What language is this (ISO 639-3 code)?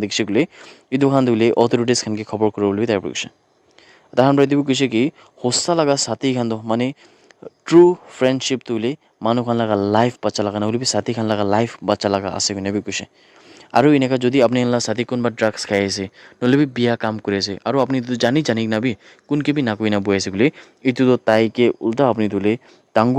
nag